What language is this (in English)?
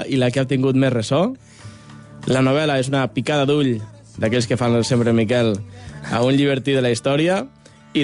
Catalan